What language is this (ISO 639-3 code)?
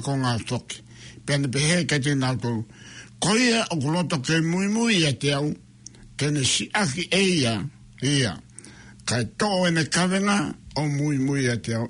ton